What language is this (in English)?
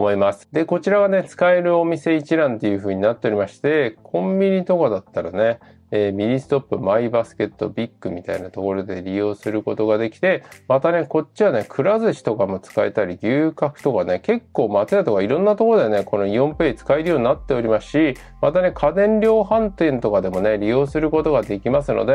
Japanese